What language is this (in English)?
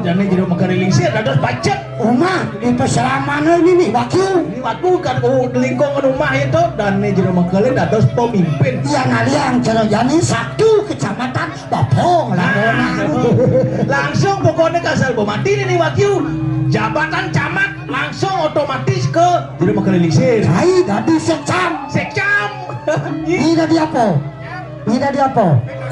Balinese